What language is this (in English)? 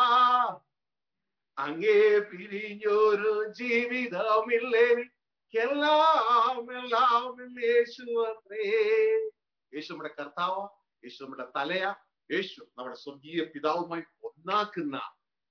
Malayalam